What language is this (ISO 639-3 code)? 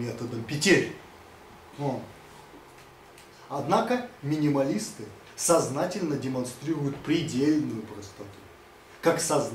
rus